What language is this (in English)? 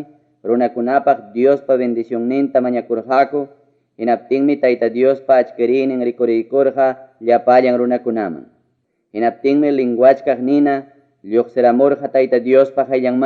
Ayacucho Quechua